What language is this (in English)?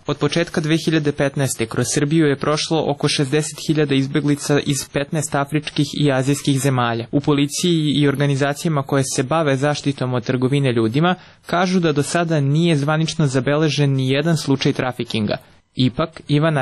Serbian